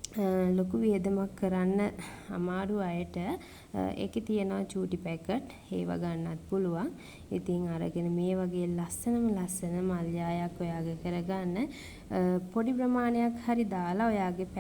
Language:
Sinhala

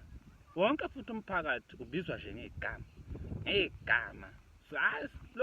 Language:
Zulu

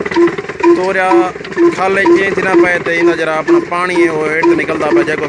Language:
Saraiki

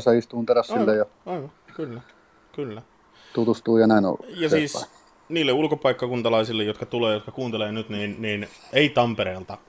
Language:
Finnish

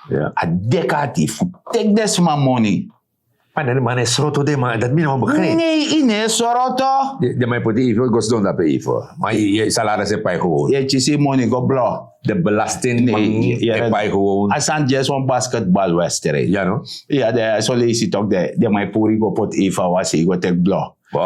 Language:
Sranan Tongo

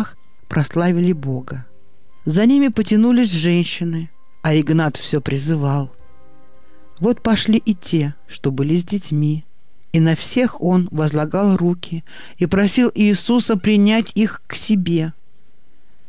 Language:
Russian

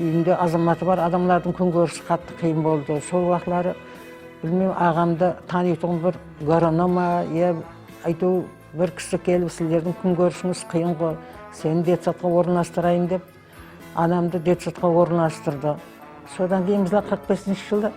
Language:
Kara-Kalpak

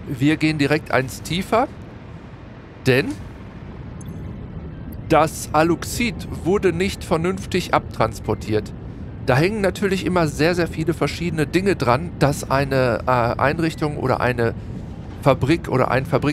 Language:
German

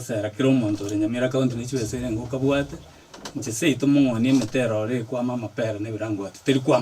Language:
Gusii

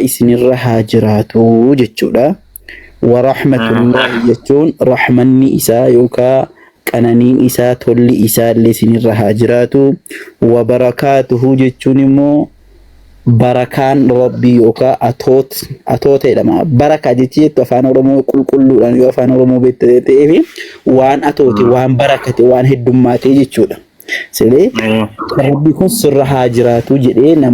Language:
Oromo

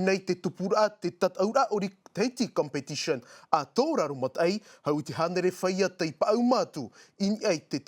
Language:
Tahitian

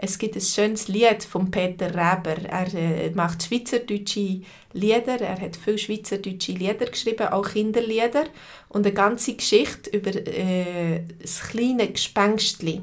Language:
Swiss German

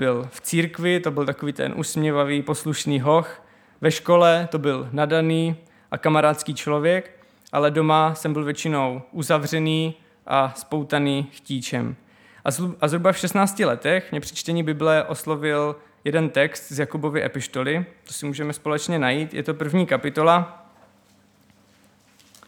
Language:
Czech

